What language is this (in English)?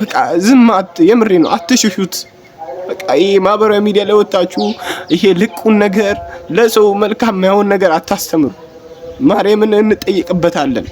Amharic